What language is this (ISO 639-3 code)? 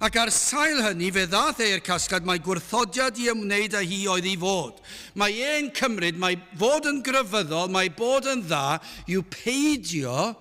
cym